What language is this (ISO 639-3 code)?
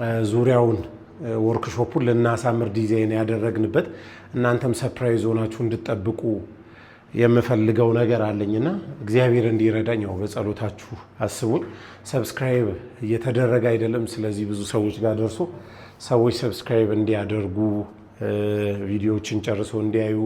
amh